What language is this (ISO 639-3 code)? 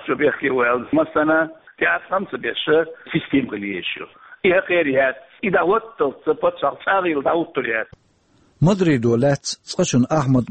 che